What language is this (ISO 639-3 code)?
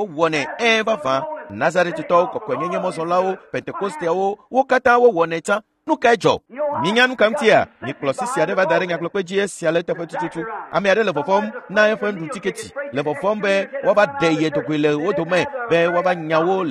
ewe